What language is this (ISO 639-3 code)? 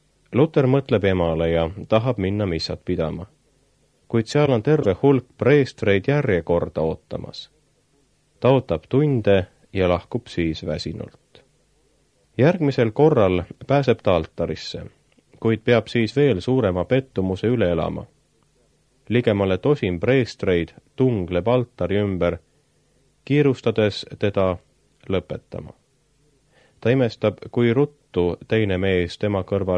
est